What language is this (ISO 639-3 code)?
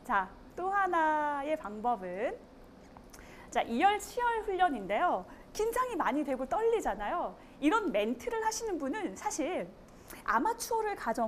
kor